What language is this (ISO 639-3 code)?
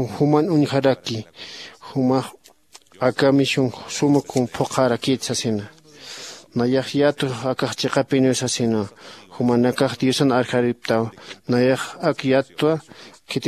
aym